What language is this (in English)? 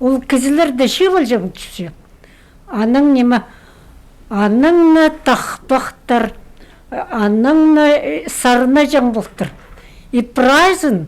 Khakas